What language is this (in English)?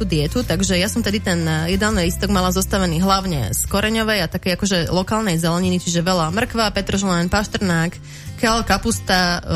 Slovak